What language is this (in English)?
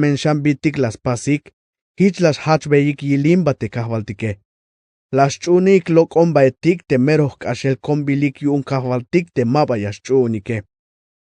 Tzeltal